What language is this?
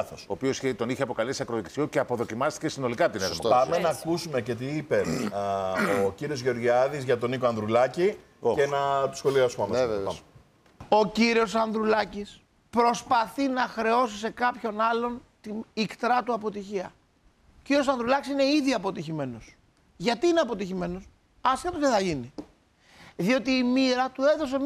Greek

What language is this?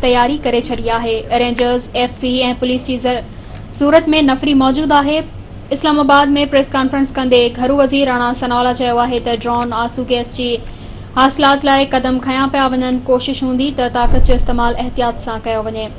Sindhi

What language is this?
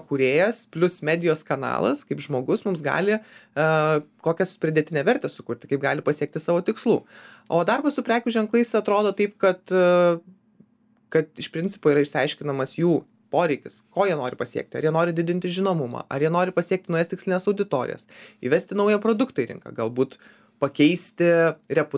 Lithuanian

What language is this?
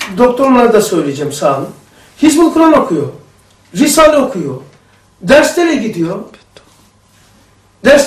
Turkish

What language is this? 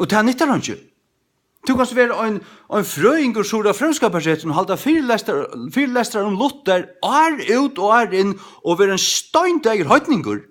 Faroese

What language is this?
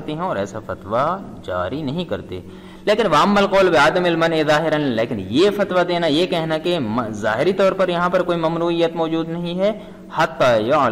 Urdu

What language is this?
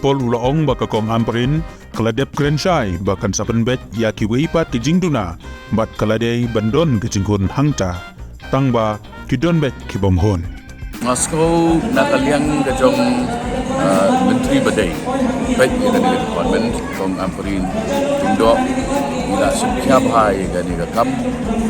Khasi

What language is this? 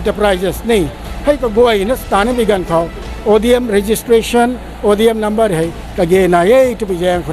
Rongmei Naga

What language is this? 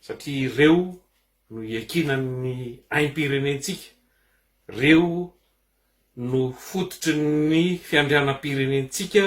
Malagasy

